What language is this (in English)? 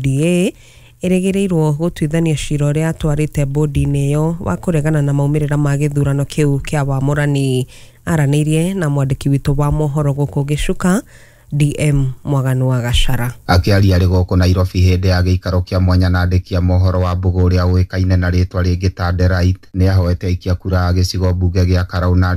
Kikuyu